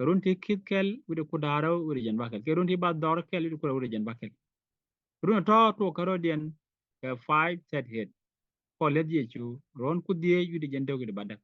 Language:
Nuer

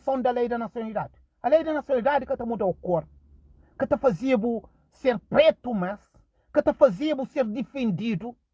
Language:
Kabuverdianu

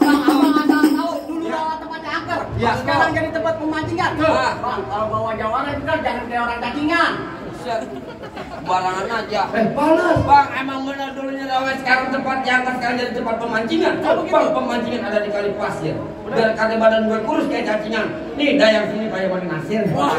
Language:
Betawi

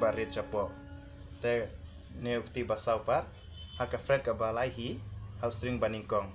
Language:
Khasi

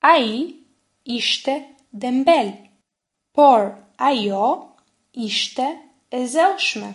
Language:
Albanian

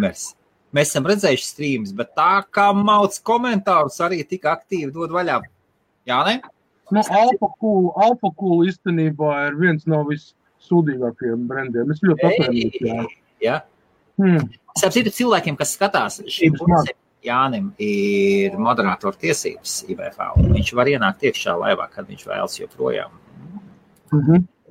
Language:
Latvian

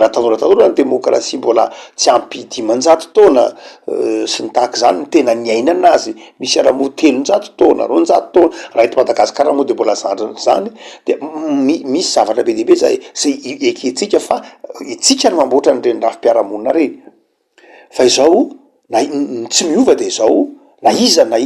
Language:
Malagasy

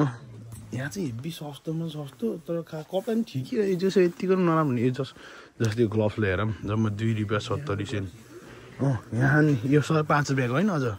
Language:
Nepali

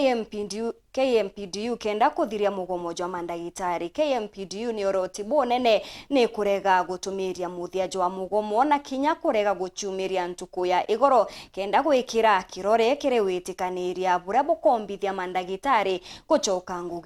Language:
Meru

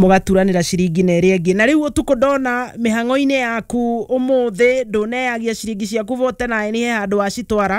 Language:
Kikuyu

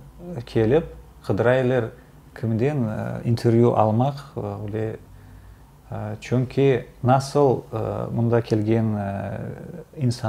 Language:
Crimean Tatar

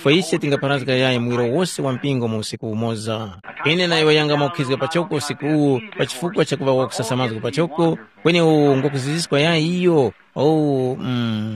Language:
Tumbuka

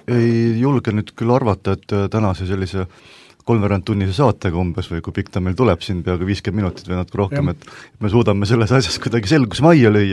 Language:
Estonian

